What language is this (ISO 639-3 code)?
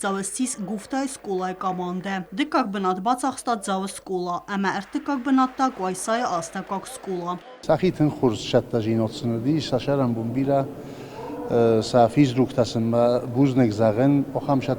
oss